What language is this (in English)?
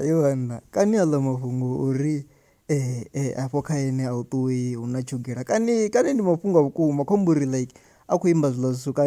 Venda